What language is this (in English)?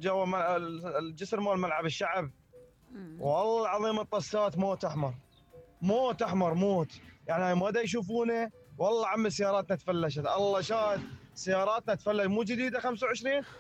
Mesopotamian Arabic